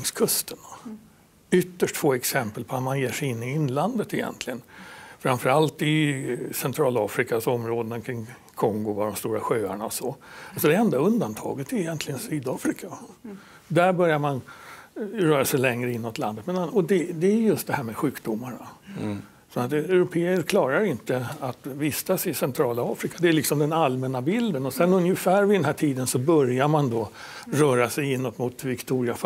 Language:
Swedish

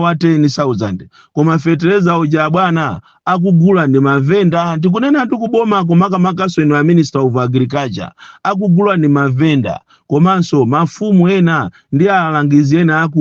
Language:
Nyanja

